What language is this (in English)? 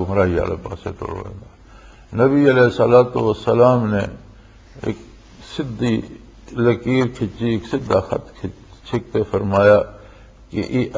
Western Panjabi